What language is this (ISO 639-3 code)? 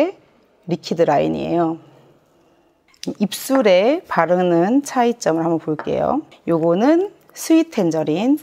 kor